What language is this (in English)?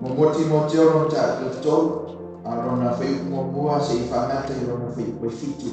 Samoan